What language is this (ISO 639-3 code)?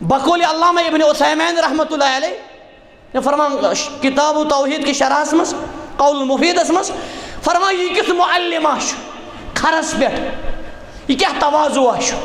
kas